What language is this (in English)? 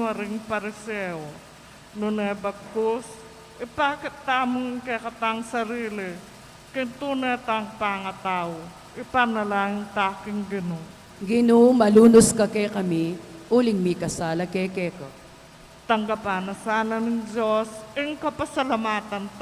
Pampanga